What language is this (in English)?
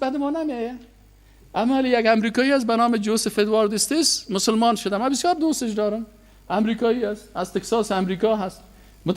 Persian